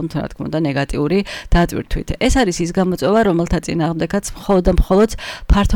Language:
Georgian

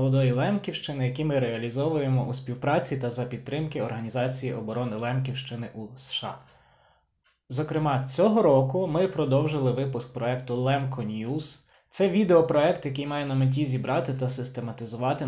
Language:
Ukrainian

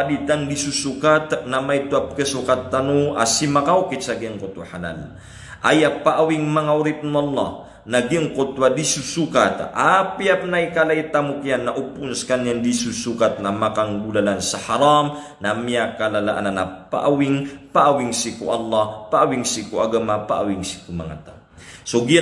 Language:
Maranao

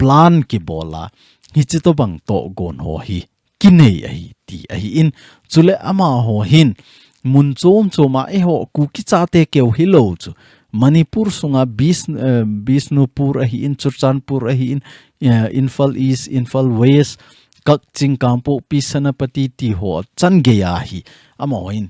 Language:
Thado Chin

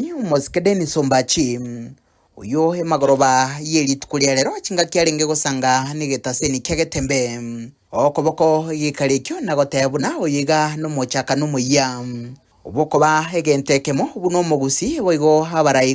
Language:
Gusii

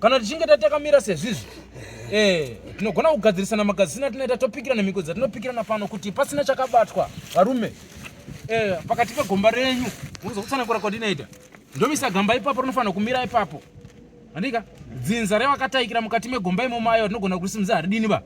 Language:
Shona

